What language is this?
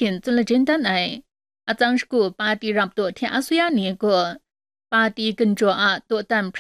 Kachin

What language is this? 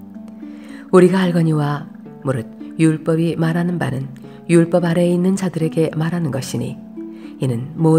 Korean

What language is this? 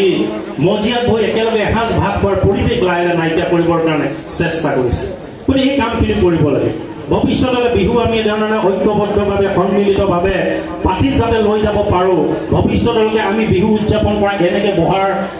Assamese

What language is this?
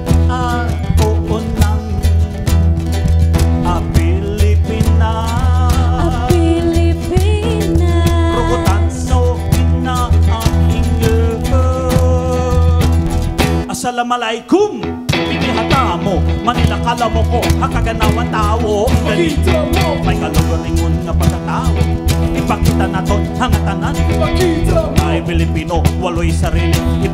Filipino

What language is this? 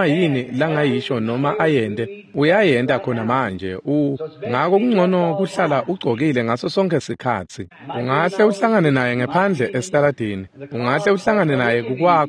Swati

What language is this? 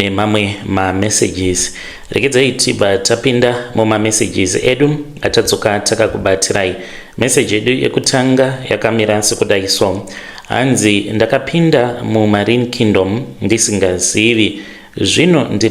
Shona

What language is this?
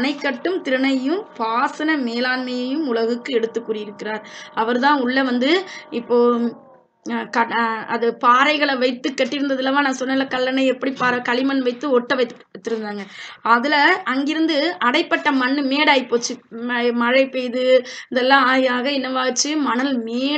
Tamil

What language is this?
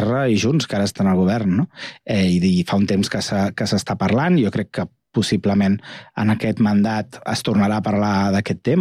Catalan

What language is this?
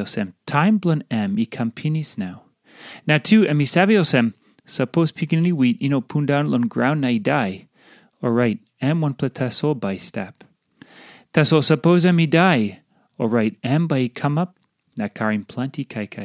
Tok Pisin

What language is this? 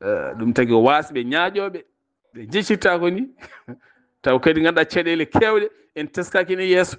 Fula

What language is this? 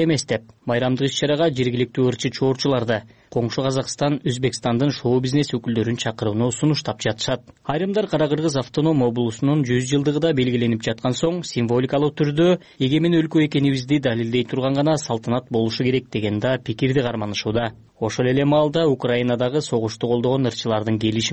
Kyrgyz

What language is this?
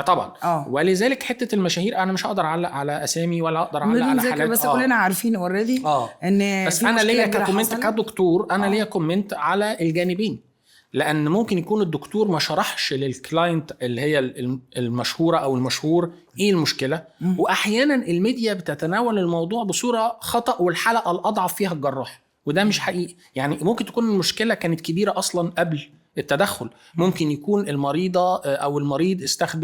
Egyptian Arabic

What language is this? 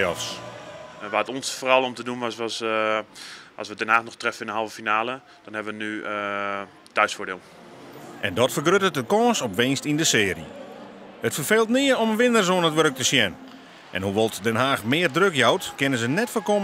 Western Frisian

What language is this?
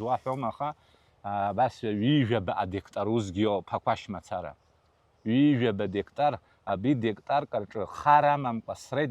Abkhazian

